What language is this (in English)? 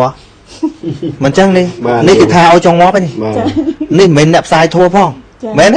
Khmer